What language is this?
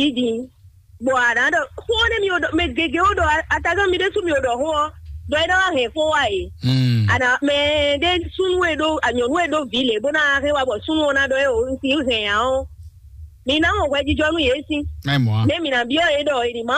Fon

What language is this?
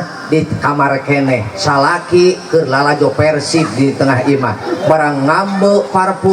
Sundanese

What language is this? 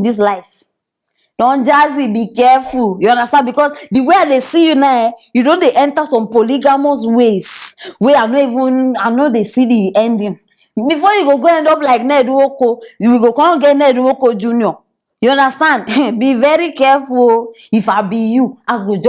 Nigerian Pidgin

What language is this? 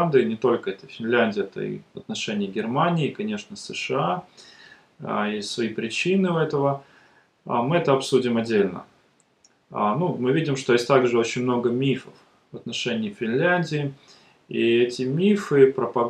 Russian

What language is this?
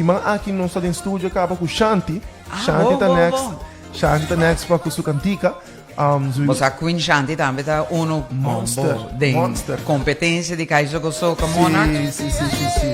Papiamento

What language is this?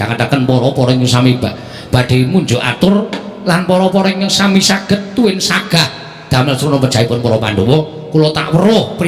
Javanese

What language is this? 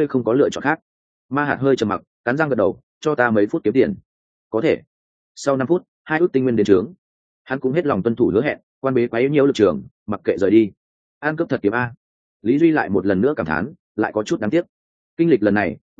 Vietnamese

